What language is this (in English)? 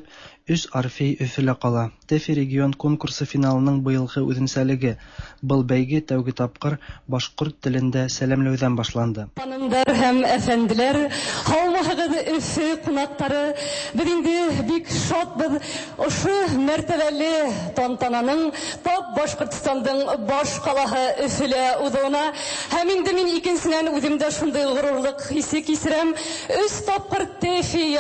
Tatar